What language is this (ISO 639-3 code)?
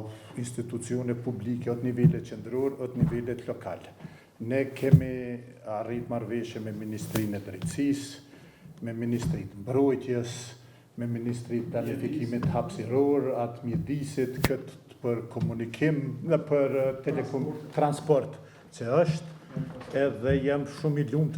sqi